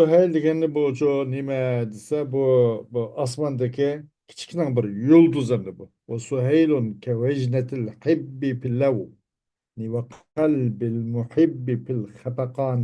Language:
Uyghur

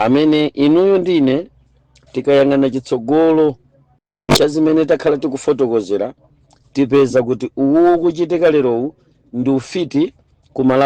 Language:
Nyanja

